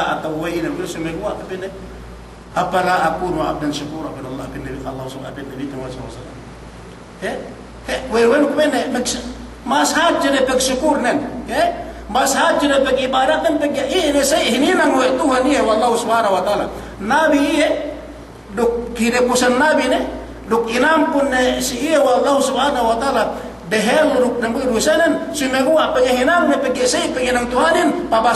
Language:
Yakan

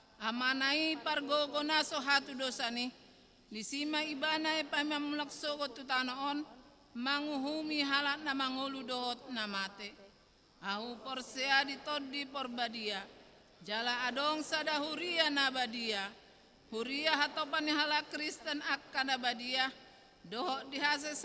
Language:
Batak Toba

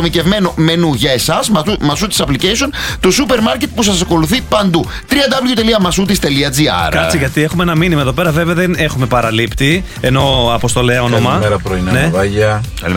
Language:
Greek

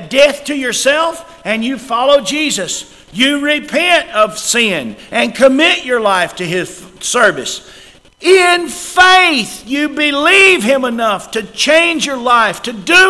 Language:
English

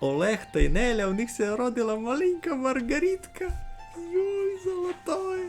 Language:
Rusyn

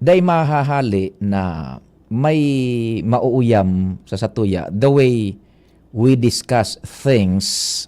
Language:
Bikol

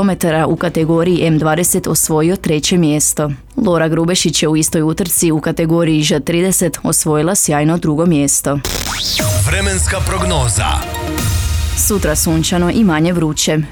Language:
Croatian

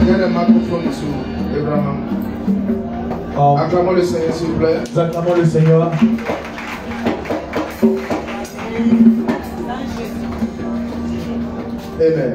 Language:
French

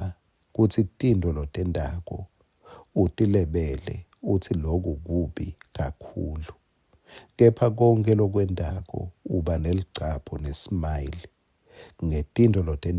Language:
Swati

